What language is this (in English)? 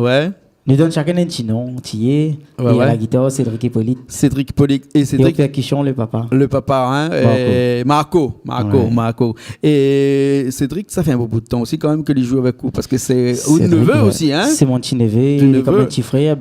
Réunion Creole French